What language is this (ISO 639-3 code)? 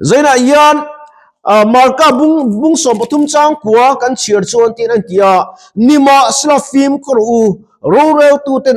lus